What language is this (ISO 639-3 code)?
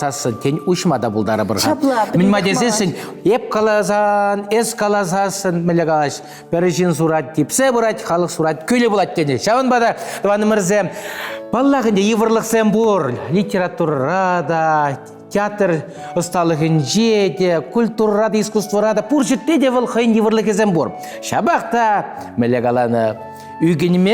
chv